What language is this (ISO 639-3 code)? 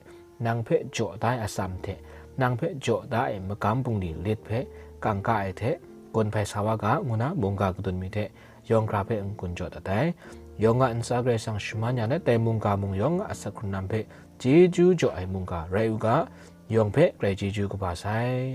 kac